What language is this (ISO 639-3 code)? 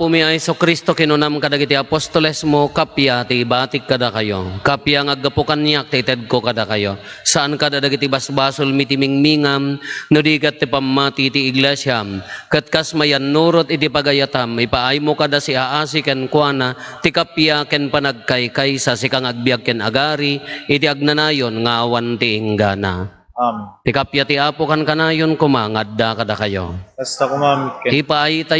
ilo